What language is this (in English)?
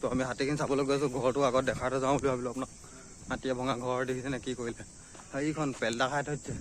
Assamese